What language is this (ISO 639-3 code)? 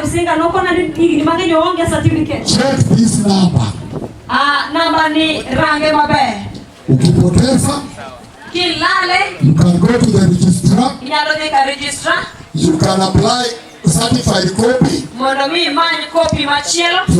luo